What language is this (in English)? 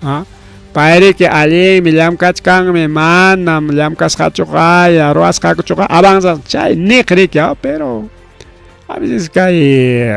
Ayacucho Quechua